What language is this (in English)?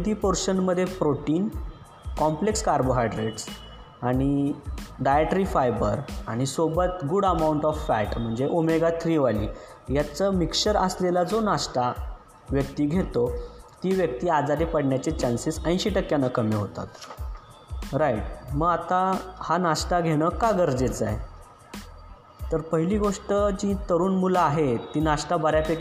Marathi